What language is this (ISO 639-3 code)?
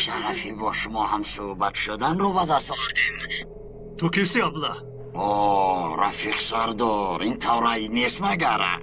tgk